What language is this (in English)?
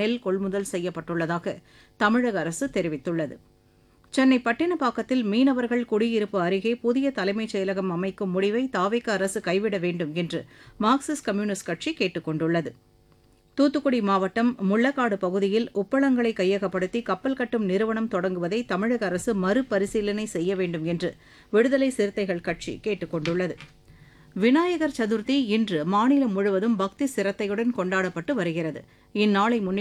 Tamil